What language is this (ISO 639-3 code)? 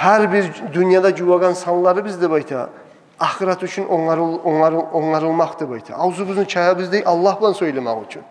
kum